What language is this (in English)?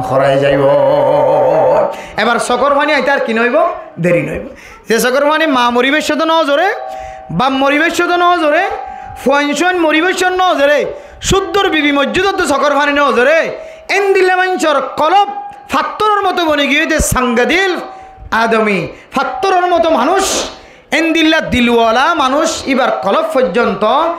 Rohingya